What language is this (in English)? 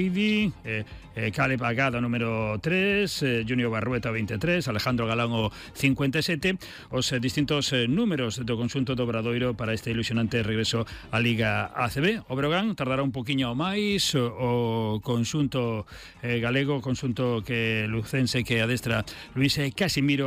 Galician